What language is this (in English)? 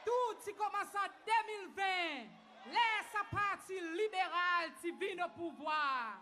Seselwa Creole French